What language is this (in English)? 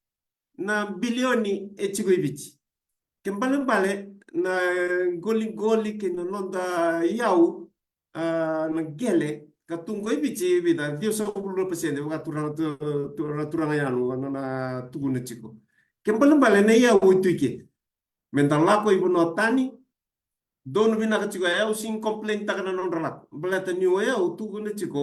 Fijian